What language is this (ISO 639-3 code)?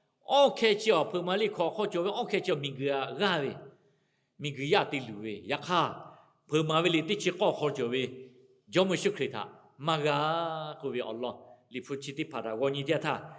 lhu